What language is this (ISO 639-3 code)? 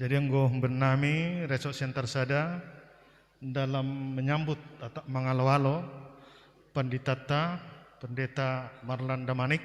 bts